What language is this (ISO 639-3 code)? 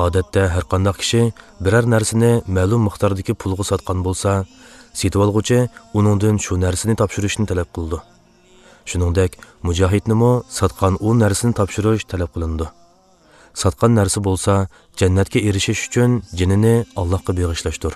uig